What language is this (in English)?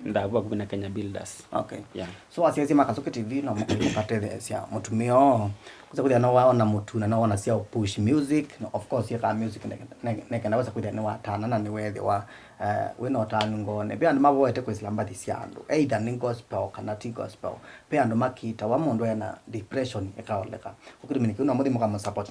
Kamba